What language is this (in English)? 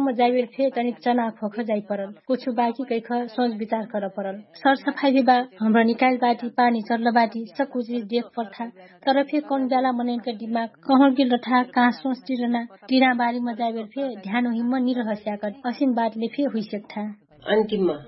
Dangaura Tharu